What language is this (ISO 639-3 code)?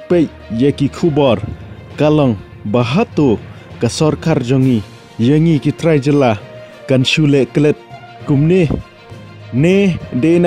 kha